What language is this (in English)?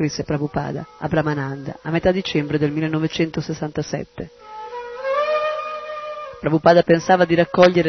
Italian